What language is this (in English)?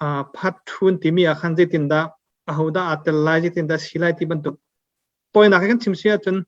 Hakha Chin